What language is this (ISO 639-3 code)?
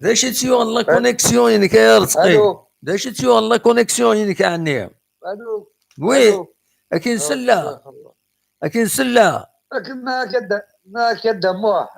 kab